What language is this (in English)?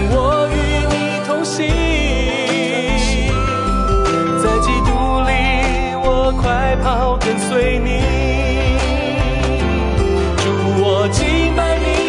Chinese